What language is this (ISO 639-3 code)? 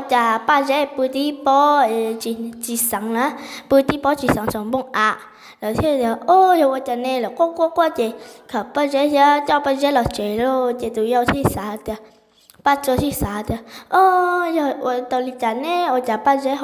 hmn